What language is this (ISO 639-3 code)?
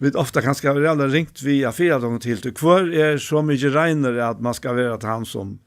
fao